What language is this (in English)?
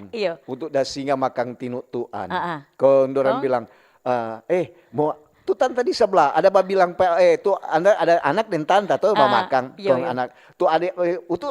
Manado Malay